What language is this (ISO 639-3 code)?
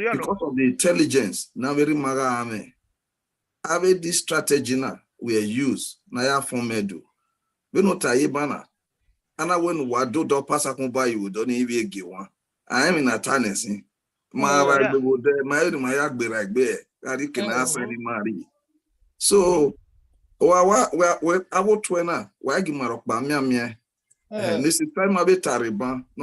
bin